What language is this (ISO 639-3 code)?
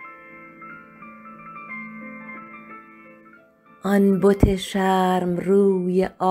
fas